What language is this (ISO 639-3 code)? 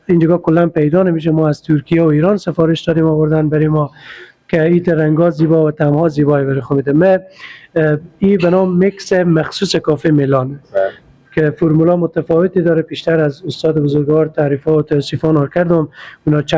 fas